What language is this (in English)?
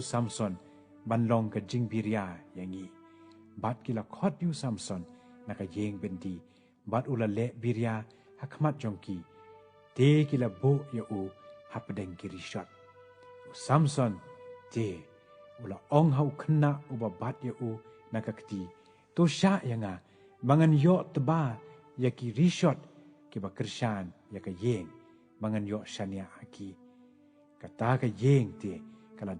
Khasi